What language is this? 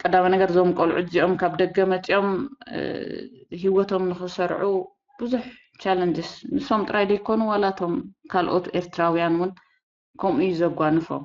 Tigrinya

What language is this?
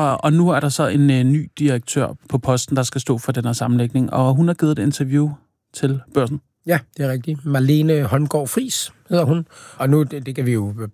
Danish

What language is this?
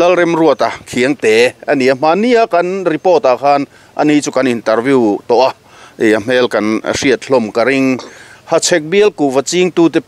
Mizo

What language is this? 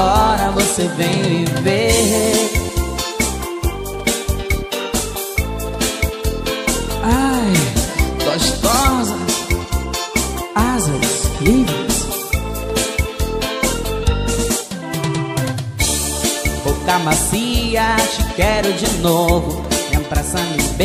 Portuguese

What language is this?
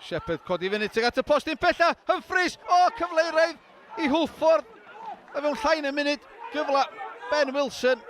Welsh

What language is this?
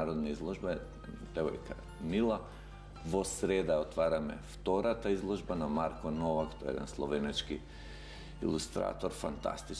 Macedonian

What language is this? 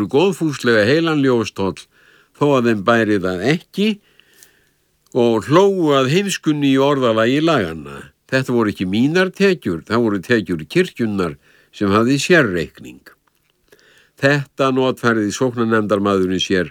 Icelandic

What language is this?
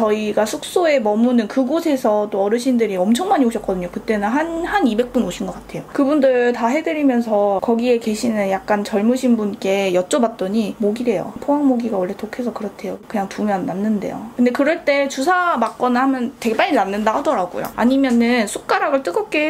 Korean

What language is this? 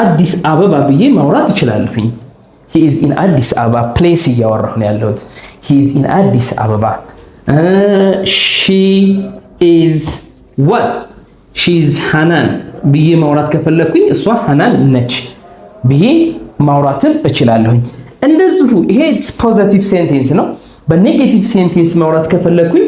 Amharic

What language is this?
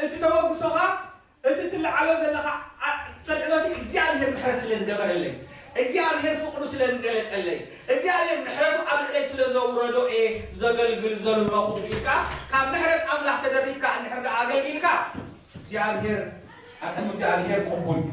Tigrinya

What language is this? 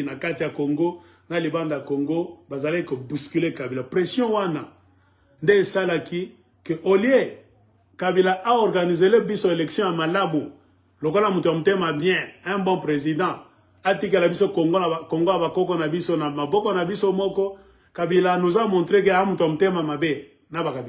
Lingala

